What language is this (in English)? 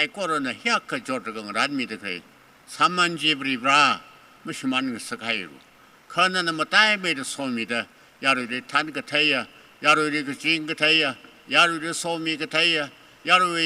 Tangkhul Naga (India)